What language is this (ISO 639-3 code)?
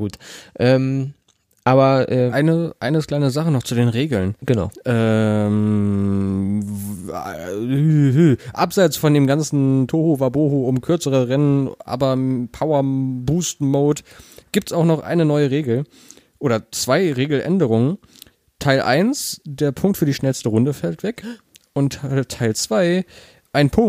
deu